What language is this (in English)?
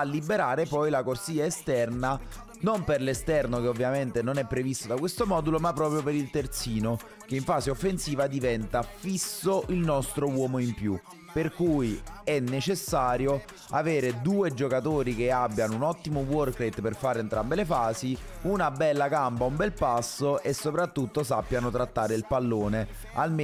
Italian